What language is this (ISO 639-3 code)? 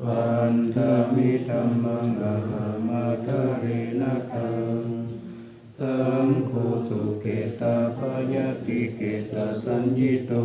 pli